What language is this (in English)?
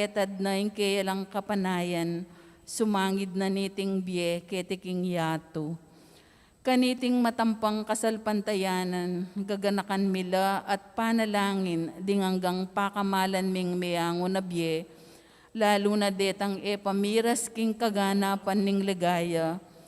Pampanga